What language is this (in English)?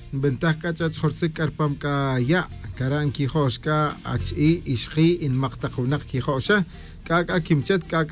Tz'utujil